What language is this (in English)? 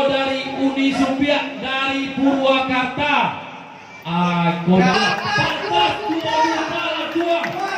Minangkabau